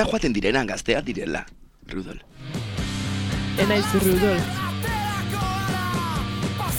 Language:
Basque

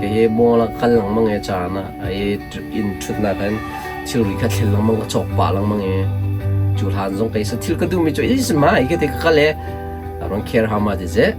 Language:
Hakha Chin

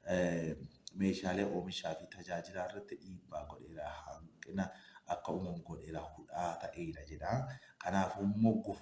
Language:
Oromo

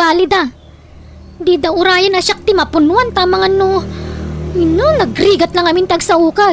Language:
Iloko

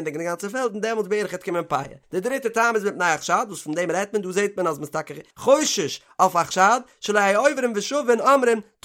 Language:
Yiddish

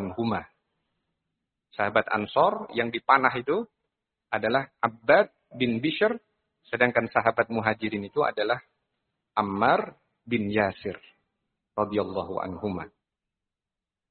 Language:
Indonesian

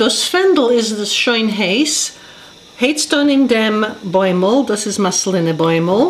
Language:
Yiddish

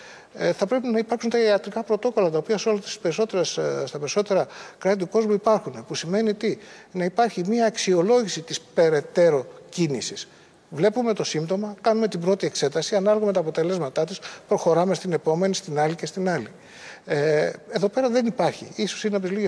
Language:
Greek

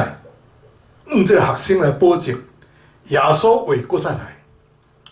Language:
Min Nan Chinese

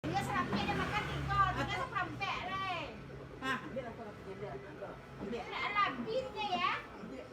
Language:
Minangkabau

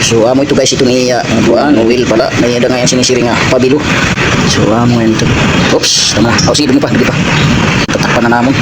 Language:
Waray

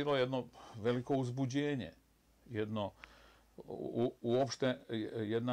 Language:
Bosnian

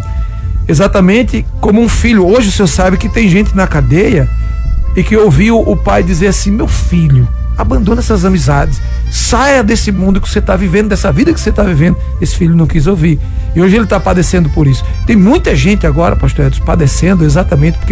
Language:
Portuguese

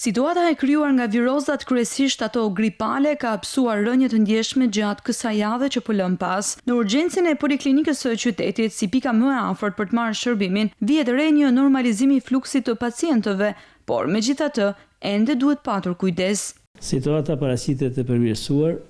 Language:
Albanian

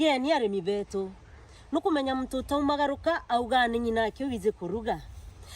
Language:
Meru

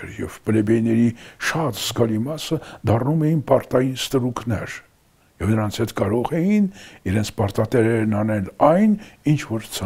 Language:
Armenian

